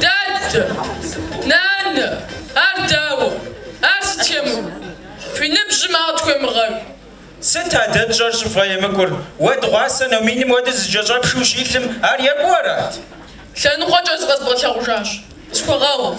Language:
Kabardian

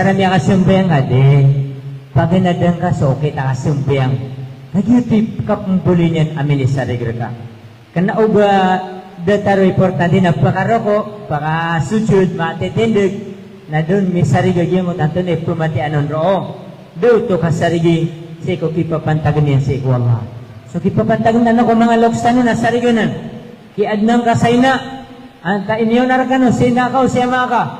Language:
Maranao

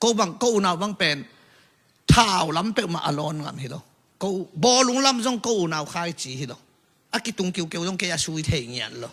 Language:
Tedim Chin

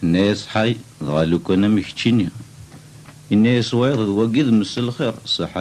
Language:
Kabyle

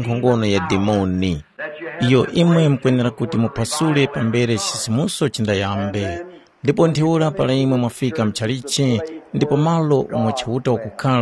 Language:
Tumbuka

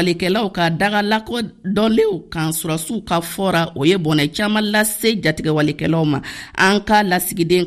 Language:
Bambara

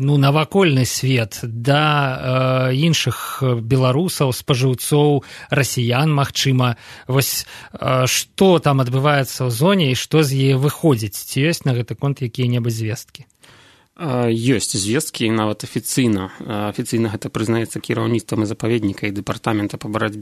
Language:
Belarusian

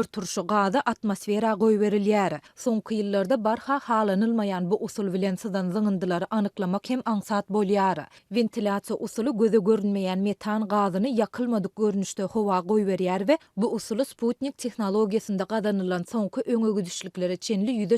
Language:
Turkmen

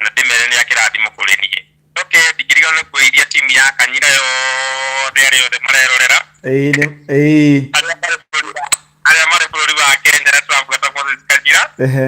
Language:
Kikuyu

